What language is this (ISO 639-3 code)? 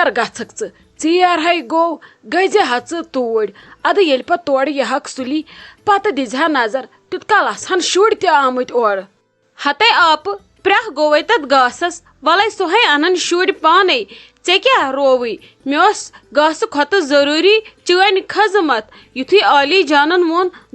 kas